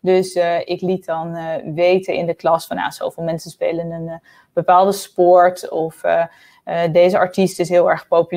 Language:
Dutch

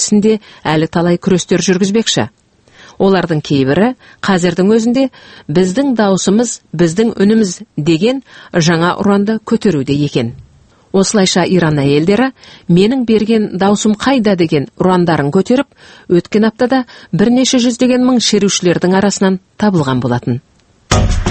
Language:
Kazakh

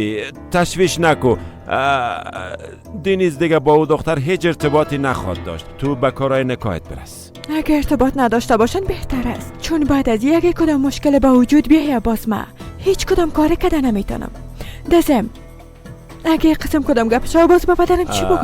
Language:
Persian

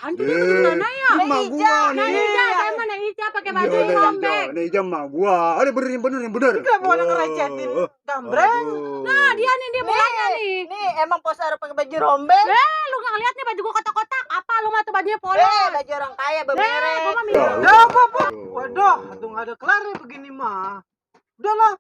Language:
Betawi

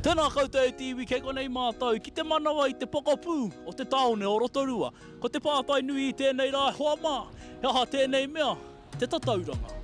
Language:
Māori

